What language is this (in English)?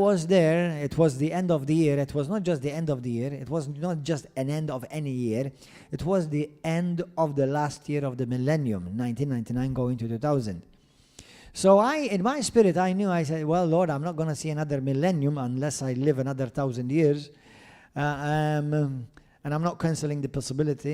English